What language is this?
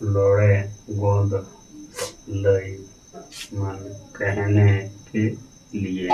Santali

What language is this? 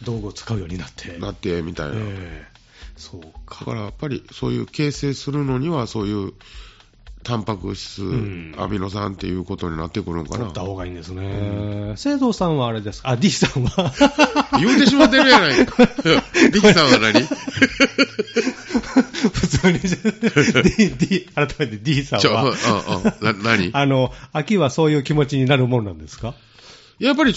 Japanese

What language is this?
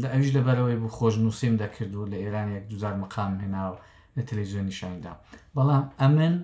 Central Kurdish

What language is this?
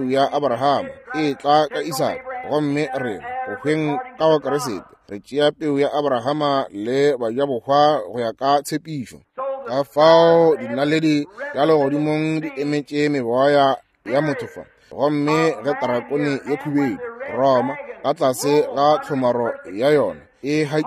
Northern Sotho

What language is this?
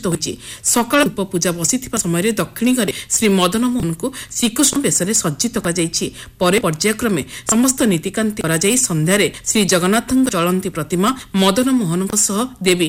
Odia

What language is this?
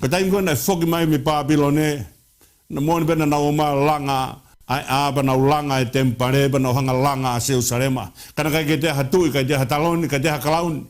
Tongan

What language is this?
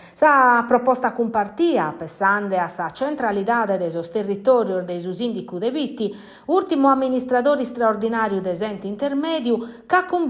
Sardinian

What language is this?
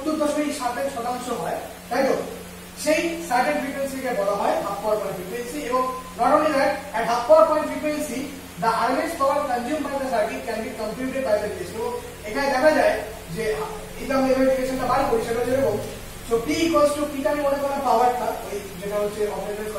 Bangla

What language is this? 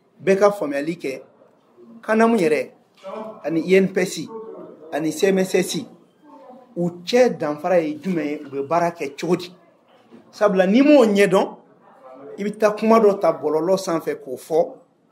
Bambara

